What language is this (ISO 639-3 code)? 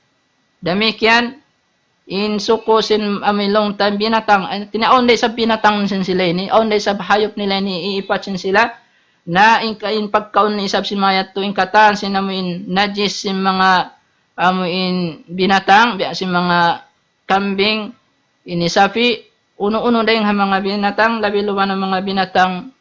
tsg